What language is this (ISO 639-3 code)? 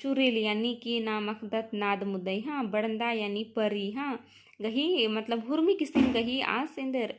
kru